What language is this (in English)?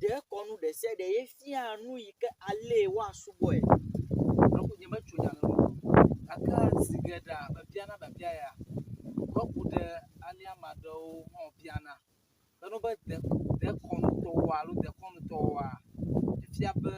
Ewe